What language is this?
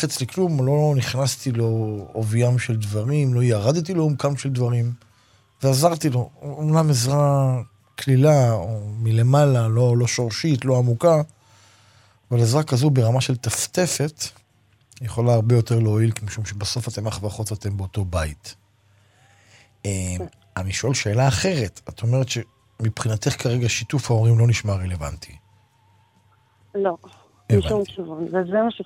Hebrew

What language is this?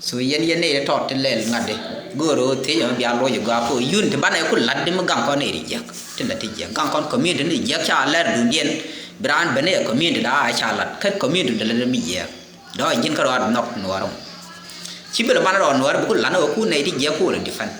Nuer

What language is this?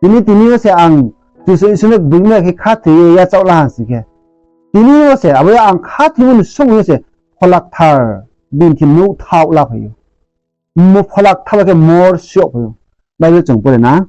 Riang (India)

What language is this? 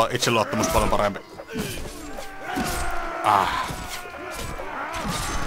Finnish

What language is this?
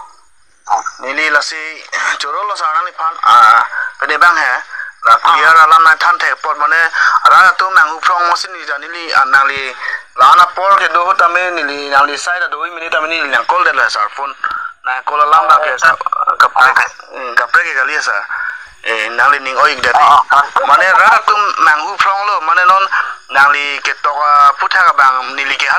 Karbi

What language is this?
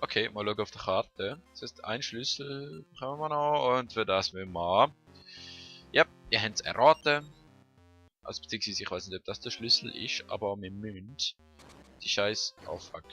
Swiss German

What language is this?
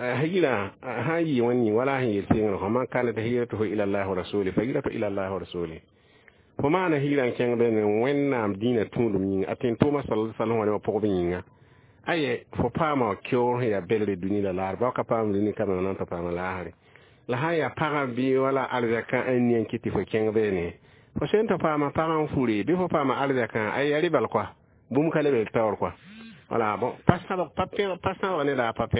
Mossi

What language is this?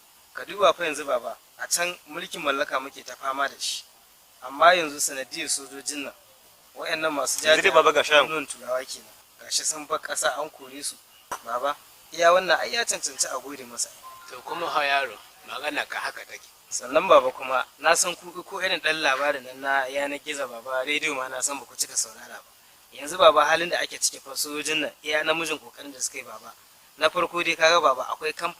Hausa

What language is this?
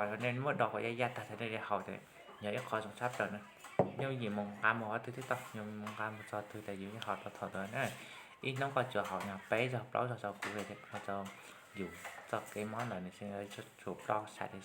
Hmong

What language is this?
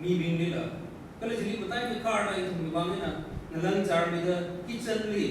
Tangkhul Naga (India)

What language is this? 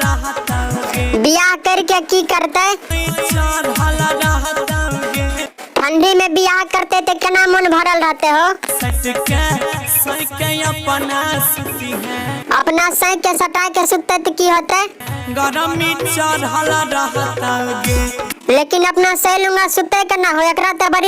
Maithili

